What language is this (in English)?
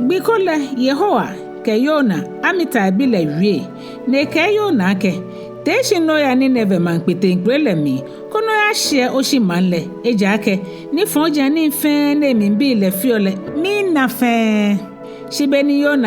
Ga